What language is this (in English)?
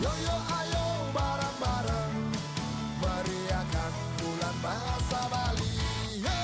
Balinese